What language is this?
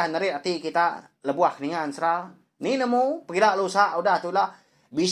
Iban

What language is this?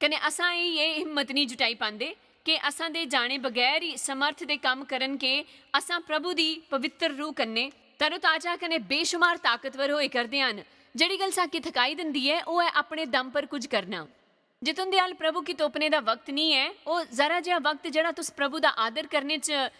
Dogri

